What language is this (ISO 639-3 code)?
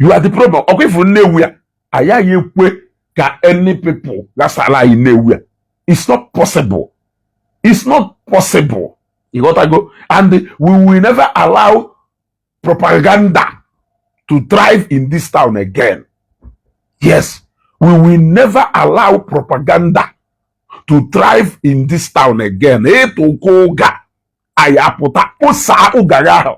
ibo